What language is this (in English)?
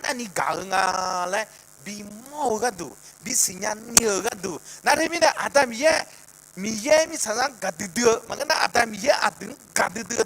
Akha